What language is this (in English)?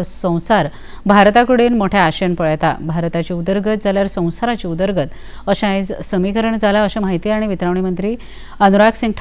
Konkani